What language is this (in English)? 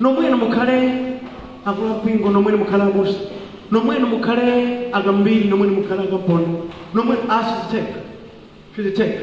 Nyanja